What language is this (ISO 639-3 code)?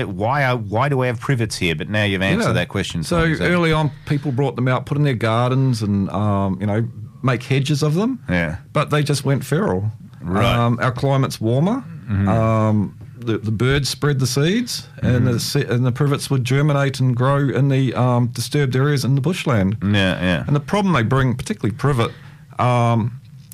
eng